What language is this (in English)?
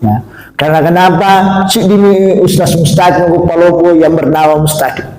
Buginese